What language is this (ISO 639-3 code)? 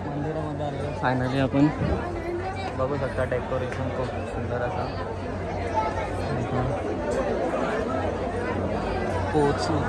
mar